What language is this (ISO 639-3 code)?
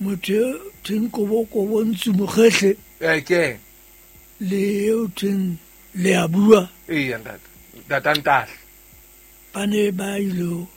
sot